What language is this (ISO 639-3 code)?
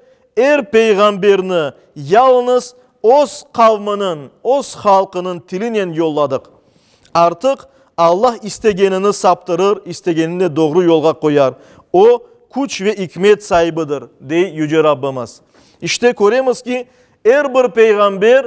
crh